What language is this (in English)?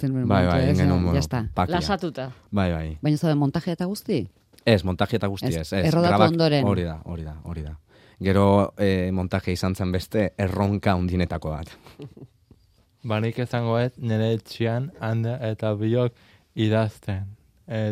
Basque